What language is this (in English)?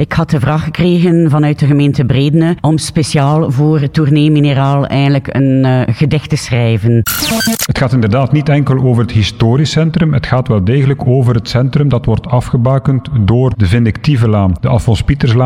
Dutch